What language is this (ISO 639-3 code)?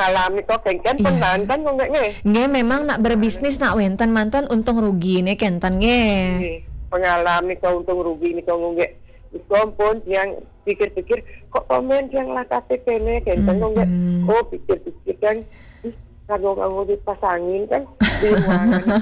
ban